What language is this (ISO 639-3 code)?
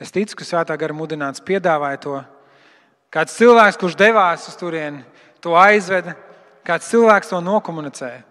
lav